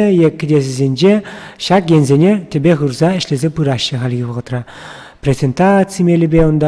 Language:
Chuvash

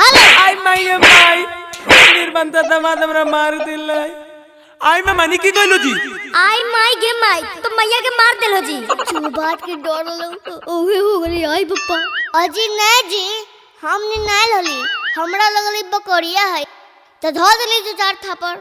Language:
Magahi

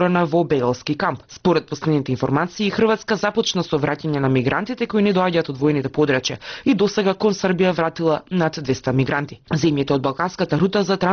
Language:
Macedonian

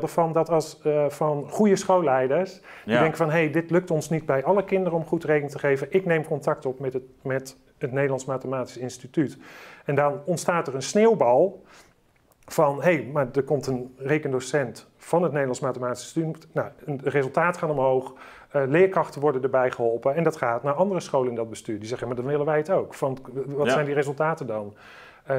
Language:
Dutch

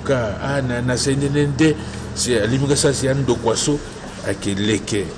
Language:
Sango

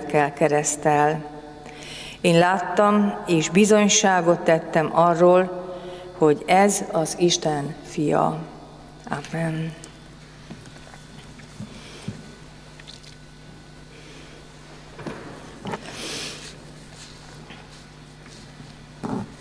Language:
Hungarian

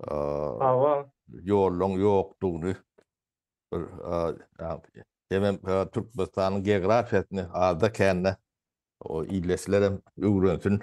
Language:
Turkmen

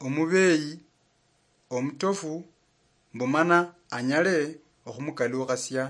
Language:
Luyia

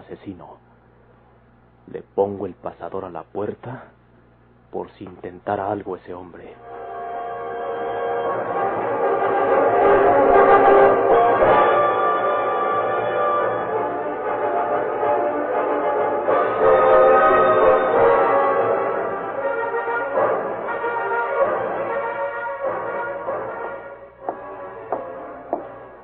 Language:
Spanish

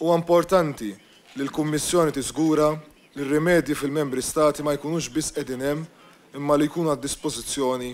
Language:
Maltese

